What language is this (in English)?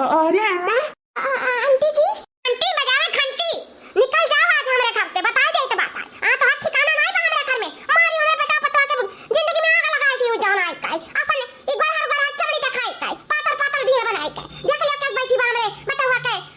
Awadhi